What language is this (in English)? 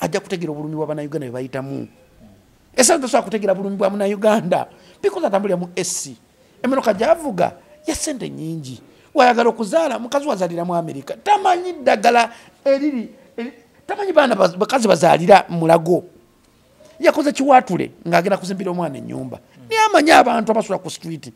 Ganda